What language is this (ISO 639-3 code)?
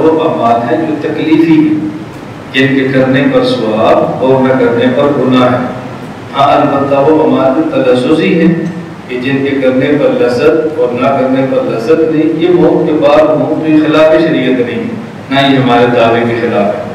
urd